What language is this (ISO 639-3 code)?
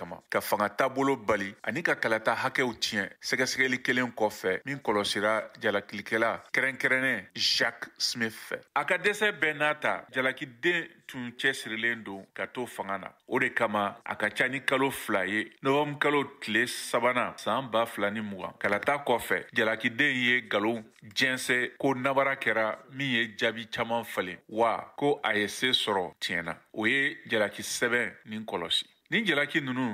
bam